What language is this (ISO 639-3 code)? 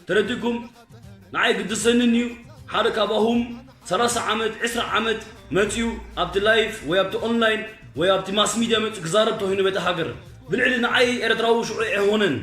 tir